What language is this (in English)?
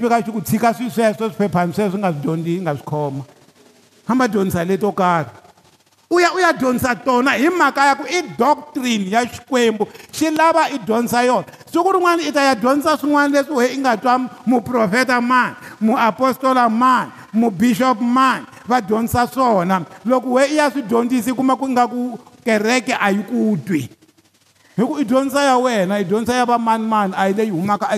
Tsonga